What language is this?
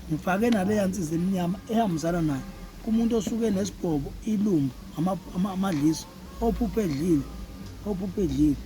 Zulu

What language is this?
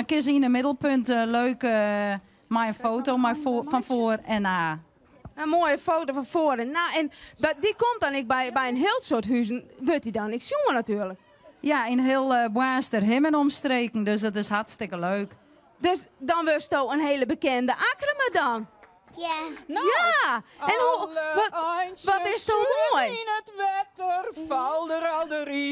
Western Frisian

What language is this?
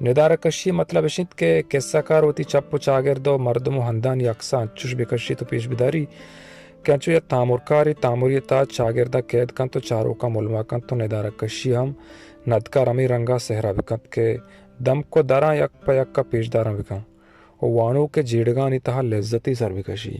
Baluchi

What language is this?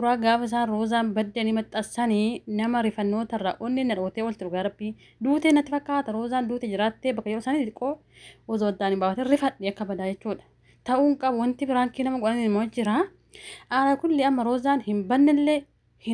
Oromo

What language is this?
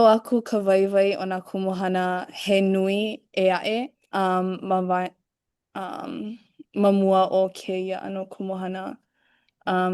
Hawaiian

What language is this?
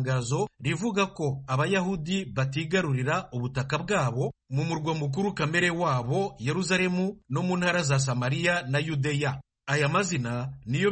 Kinyarwanda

